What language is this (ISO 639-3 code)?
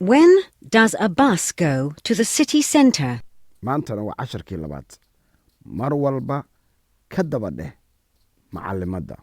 som